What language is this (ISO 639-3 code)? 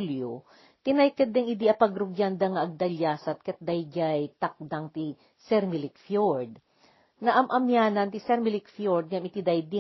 ilo